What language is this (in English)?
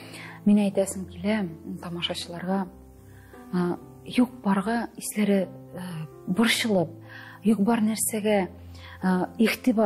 Tatar